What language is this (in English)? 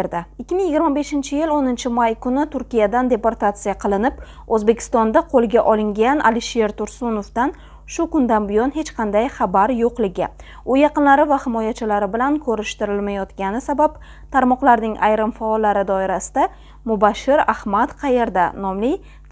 Uzbek